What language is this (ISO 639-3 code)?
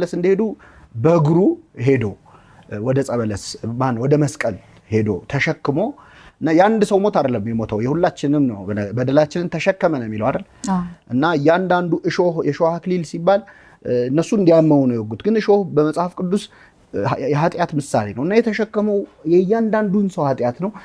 amh